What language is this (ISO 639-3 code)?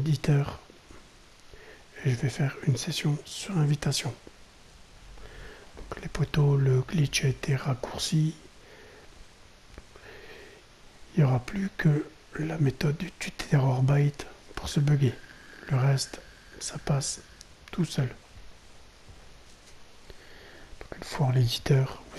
fra